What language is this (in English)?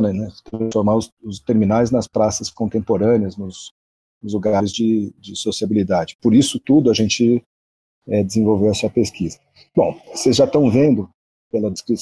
Portuguese